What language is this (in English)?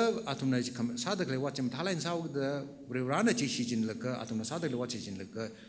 Tangkhul Naga (India)